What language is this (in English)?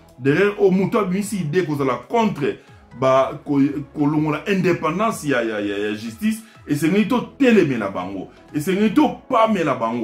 Lingala